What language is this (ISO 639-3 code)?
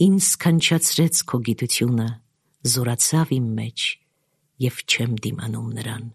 hye